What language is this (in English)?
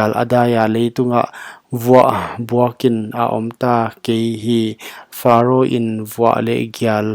Paite Chin